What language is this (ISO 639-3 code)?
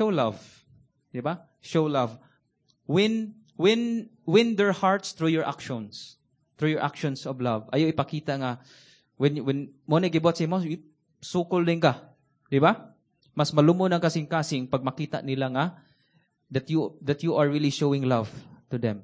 ceb